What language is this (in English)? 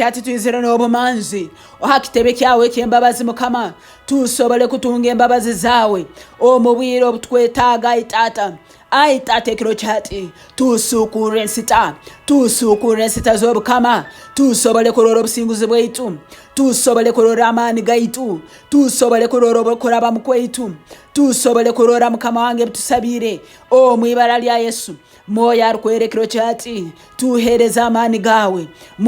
Nyankole